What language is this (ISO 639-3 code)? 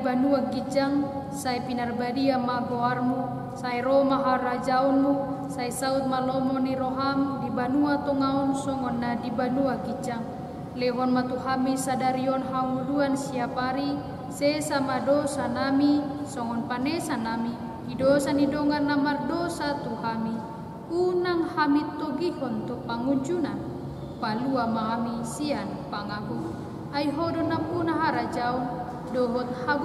bbc